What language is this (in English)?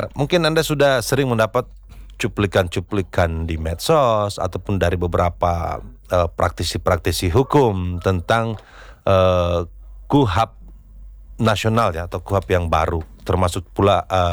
Indonesian